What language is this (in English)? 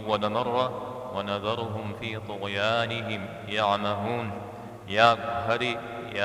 Kabardian